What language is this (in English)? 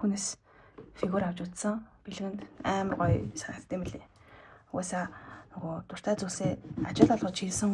Mongolian